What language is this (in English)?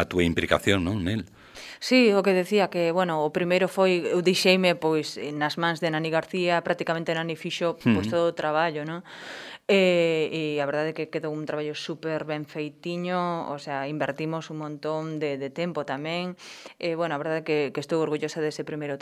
Galician